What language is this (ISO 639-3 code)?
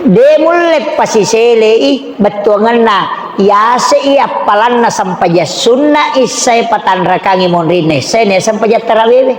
bug